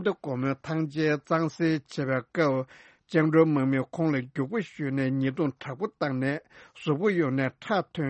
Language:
Tibetan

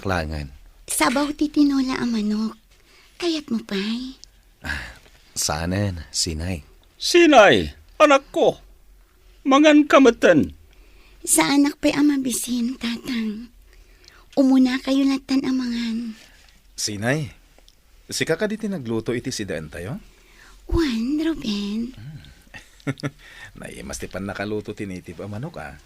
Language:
Iloko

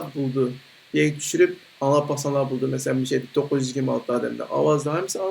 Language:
Uyghur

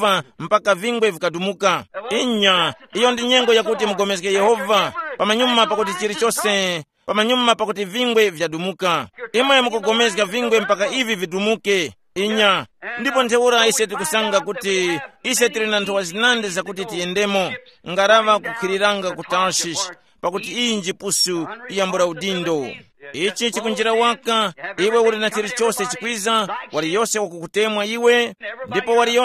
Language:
Tumbuka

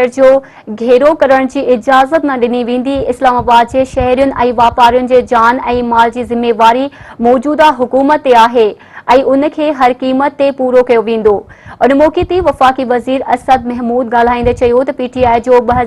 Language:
Sindhi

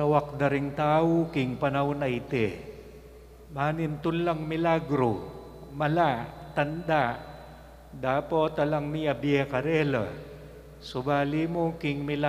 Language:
Pampanga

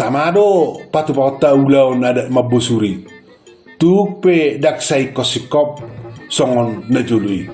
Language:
Batak Toba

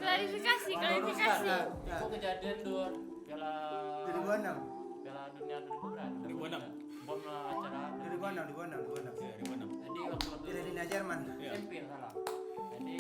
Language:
Minangkabau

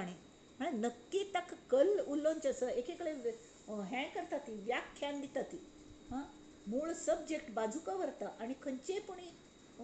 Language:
Konkani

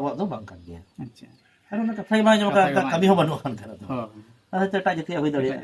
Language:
Santali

